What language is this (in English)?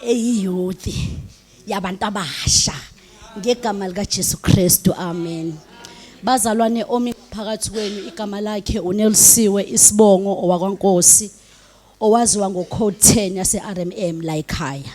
Zulu